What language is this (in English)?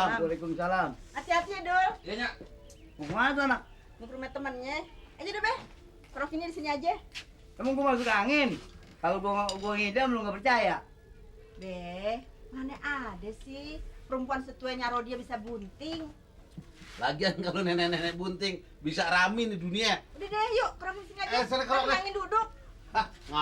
Betawi